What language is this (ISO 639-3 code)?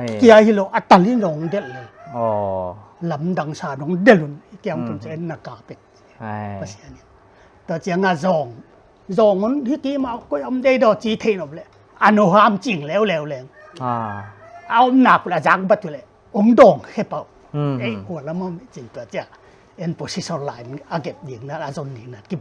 pck